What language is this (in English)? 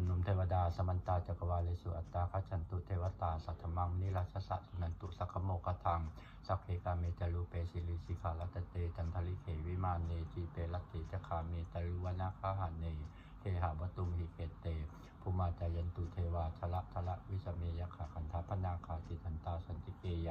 Pali